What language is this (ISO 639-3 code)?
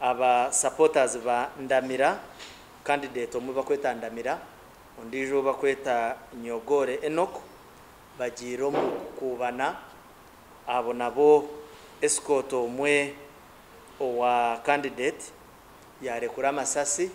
nyn